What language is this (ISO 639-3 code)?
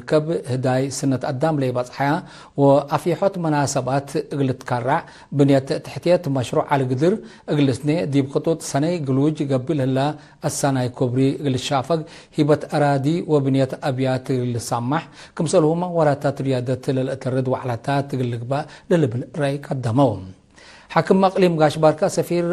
tig